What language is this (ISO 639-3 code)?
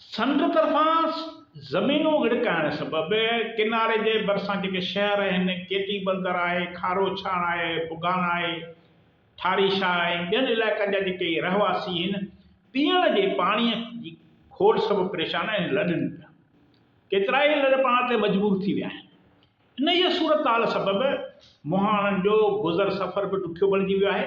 snd